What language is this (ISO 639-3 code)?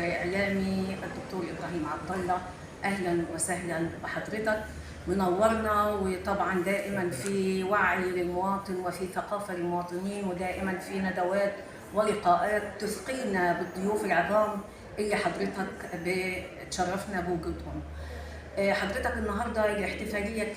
arz